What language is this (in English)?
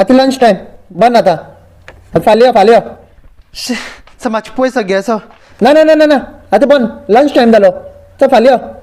Konkani